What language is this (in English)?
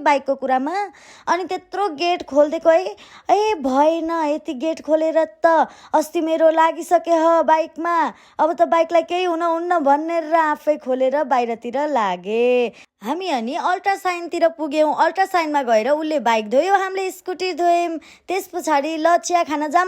Nepali